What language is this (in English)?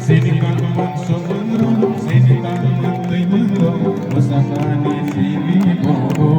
Kok Borok